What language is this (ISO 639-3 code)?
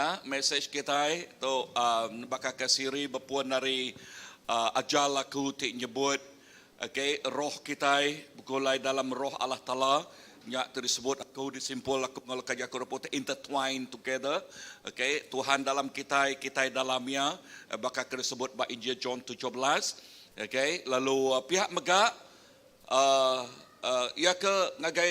iba